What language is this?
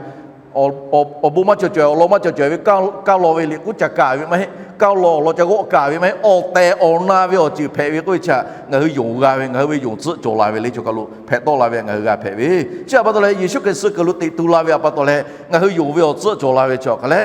Lahu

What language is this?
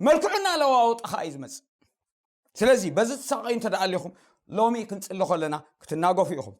Tigrinya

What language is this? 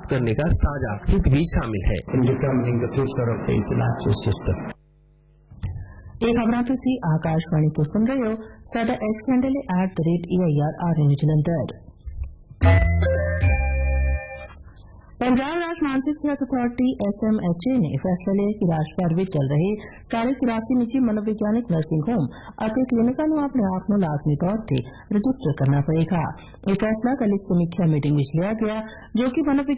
Punjabi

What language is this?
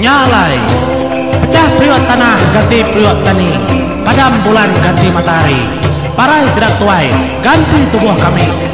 Iban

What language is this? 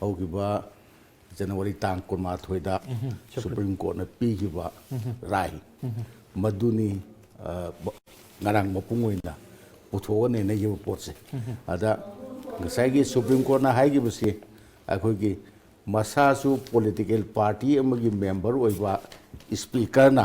Manipuri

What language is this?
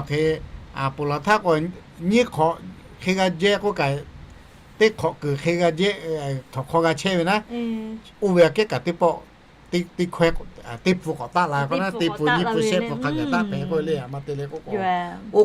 Lahu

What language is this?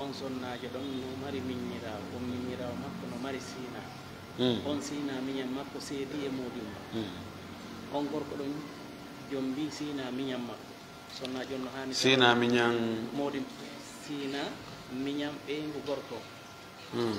Fula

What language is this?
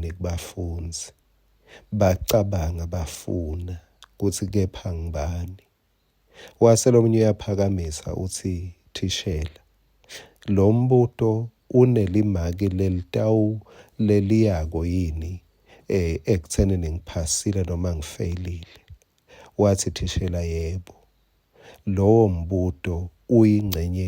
Swati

